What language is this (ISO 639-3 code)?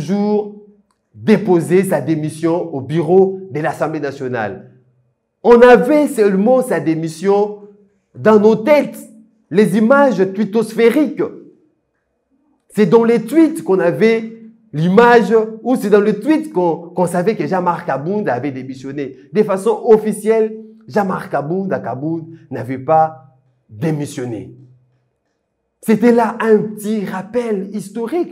fra